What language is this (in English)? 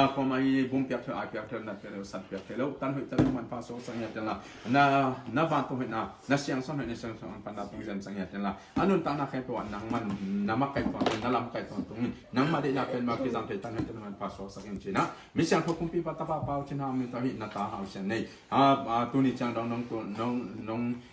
Tedim Chin